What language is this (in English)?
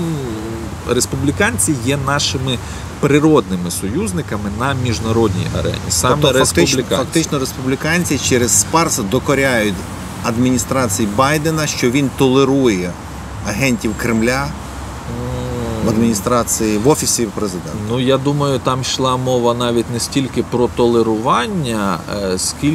Ukrainian